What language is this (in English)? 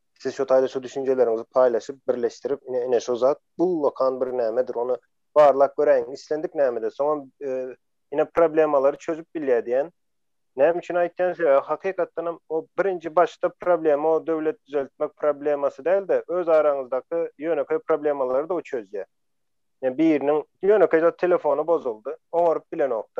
Turkmen